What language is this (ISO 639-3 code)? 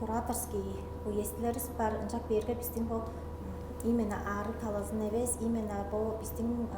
tyv